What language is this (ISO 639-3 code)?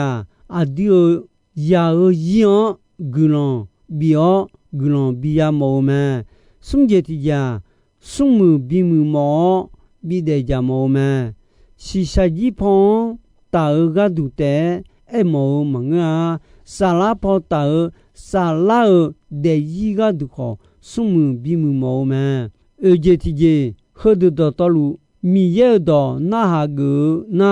ahk